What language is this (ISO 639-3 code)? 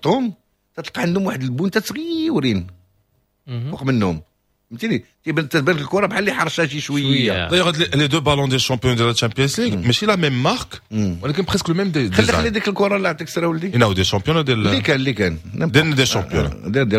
ary